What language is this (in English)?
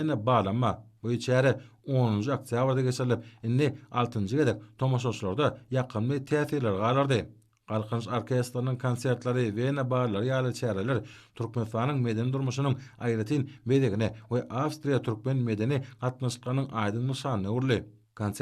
Turkmen